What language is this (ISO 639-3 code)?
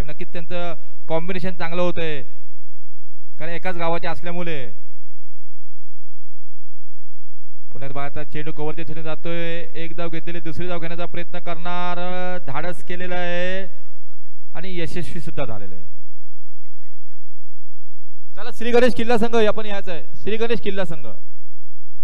mar